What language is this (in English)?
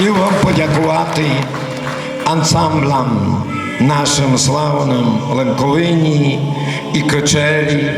Rusyn